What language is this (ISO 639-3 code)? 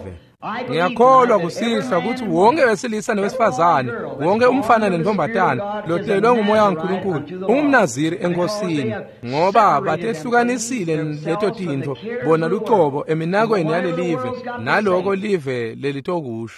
ssw